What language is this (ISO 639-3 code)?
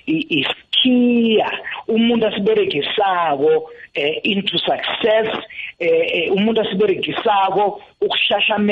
nbl